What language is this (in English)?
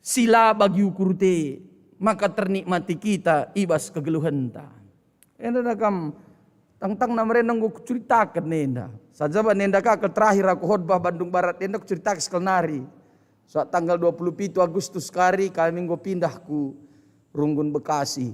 Batak Karo